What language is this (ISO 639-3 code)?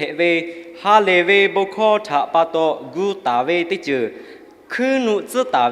lhu